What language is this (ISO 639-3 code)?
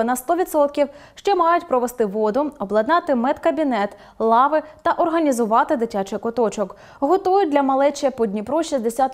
ukr